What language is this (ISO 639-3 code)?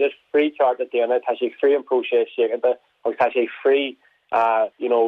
gle